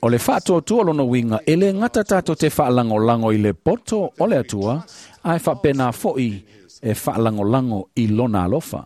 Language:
Samoan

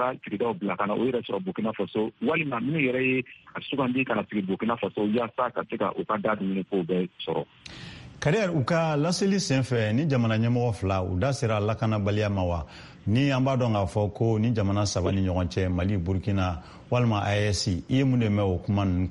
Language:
Bambara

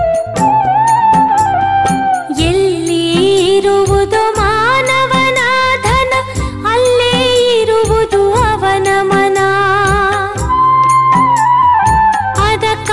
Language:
Kannada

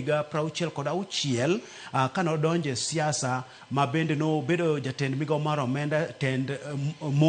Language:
Luo (Kenya and Tanzania)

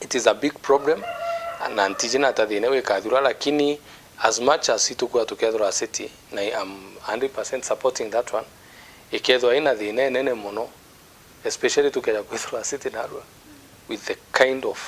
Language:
Meru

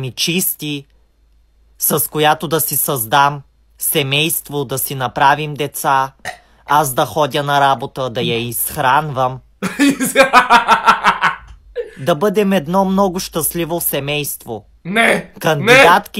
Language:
Bulgarian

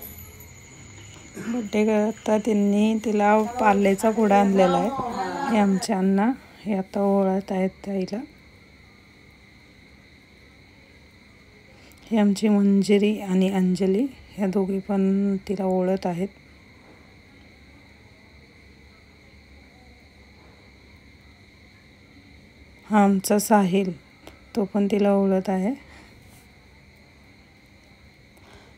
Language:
Marathi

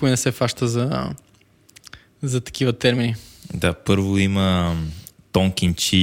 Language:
Bulgarian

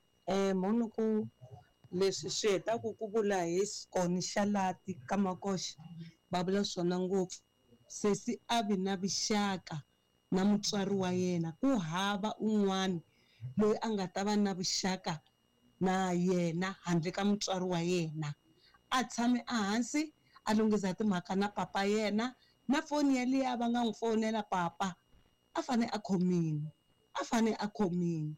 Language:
Tsonga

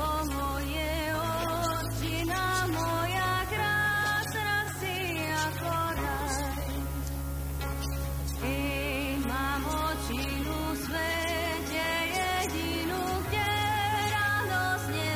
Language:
Slovak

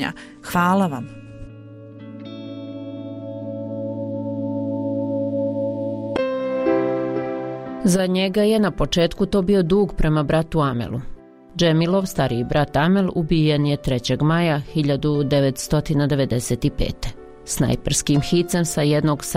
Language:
Bosnian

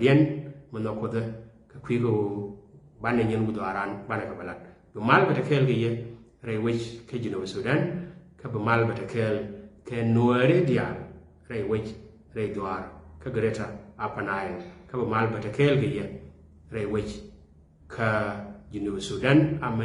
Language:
Nuer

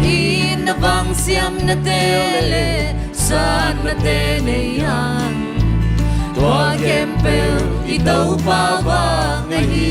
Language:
Tedim Chin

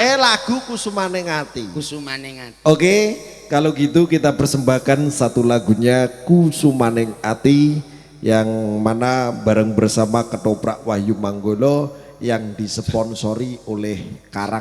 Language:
Javanese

